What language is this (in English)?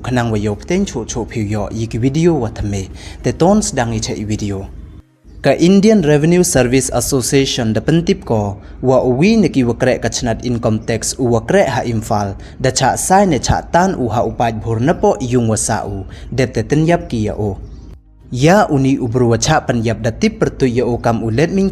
Pnar